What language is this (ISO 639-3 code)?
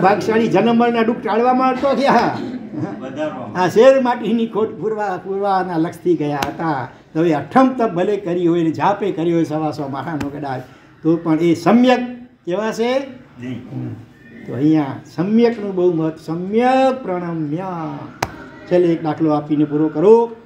guj